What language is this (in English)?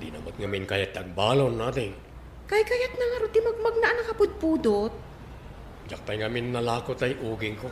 Iloko